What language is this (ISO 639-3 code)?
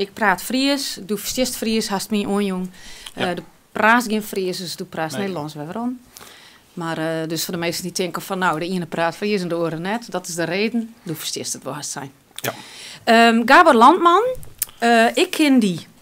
fry